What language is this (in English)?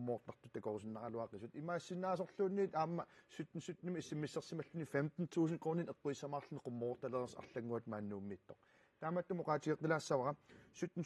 Kalaallisut